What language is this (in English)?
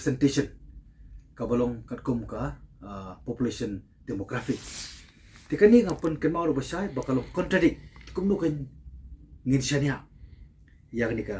Khasi